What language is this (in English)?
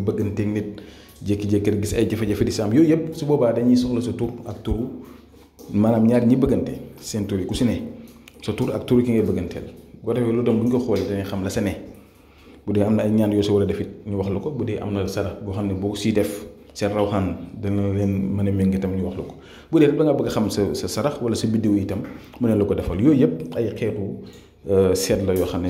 Wolof